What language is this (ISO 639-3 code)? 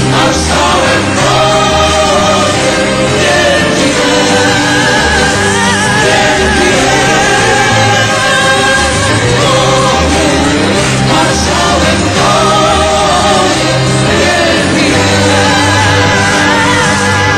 pol